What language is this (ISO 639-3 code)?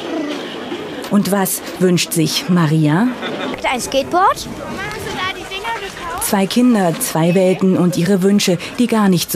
deu